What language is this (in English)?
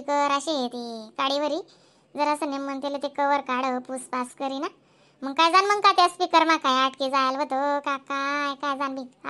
Khandesi